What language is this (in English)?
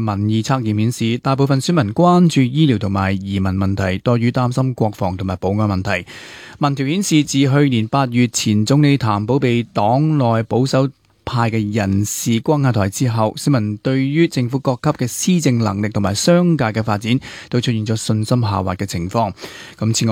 Cantonese